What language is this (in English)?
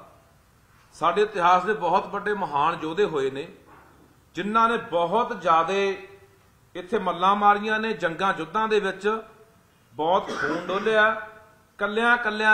Punjabi